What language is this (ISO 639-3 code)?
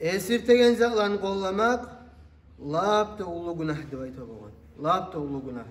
kum